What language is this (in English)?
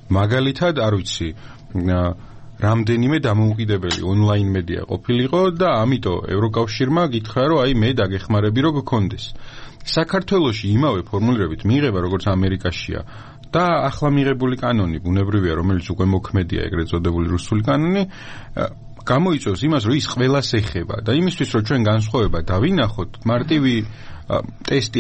Georgian